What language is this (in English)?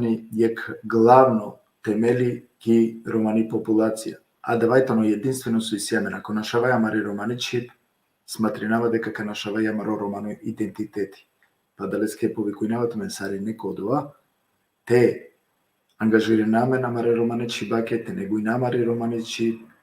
Balkan Romani